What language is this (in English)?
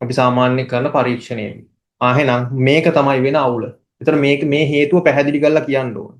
Sinhala